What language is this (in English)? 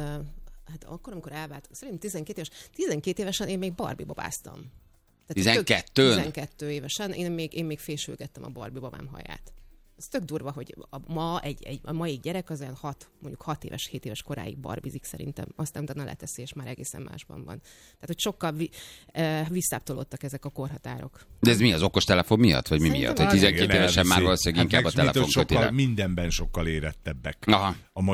Hungarian